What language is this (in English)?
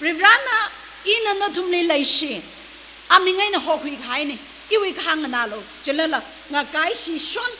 Tangkhul Naga (India)